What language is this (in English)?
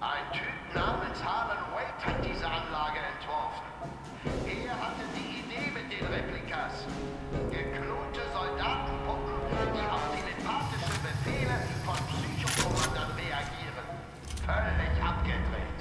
Swiss German